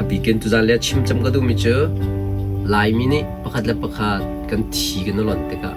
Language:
Hakha Chin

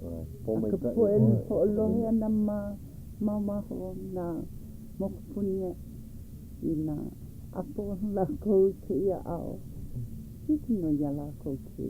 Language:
Hawaiian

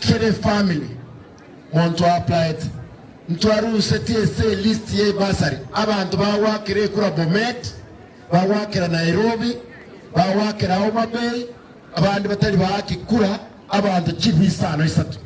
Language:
Gusii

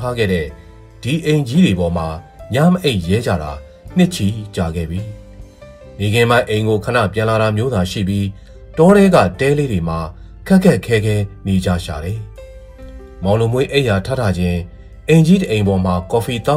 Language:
Burmese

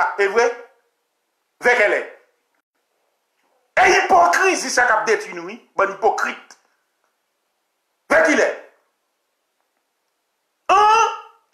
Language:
French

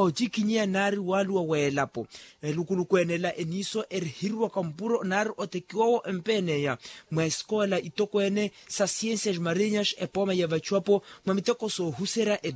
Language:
Makhuwa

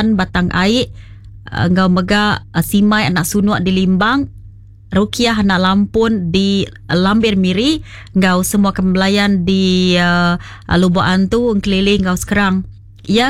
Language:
Iban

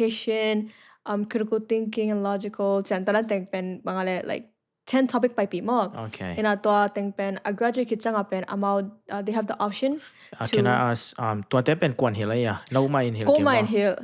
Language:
Tedim Chin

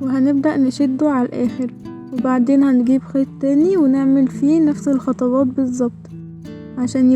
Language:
Egyptian Arabic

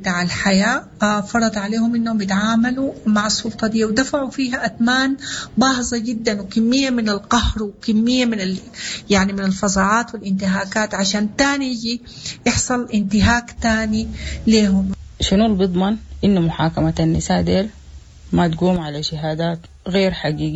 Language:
Sudanese Arabic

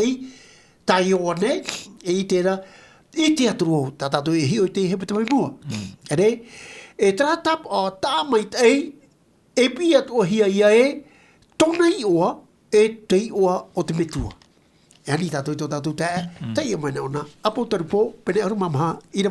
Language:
Tahitian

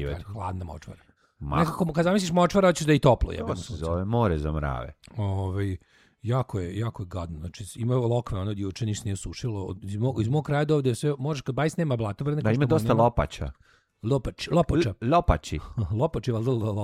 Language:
Serbian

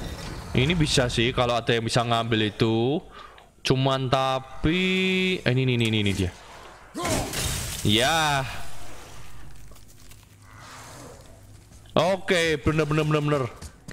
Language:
Indonesian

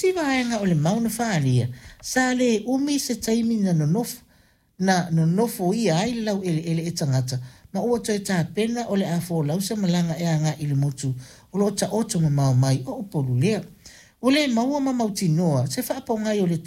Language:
Samoan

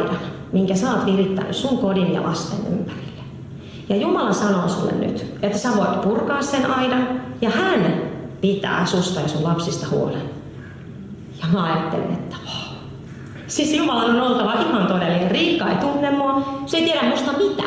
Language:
Finnish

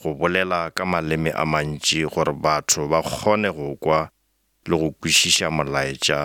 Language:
Northern Sotho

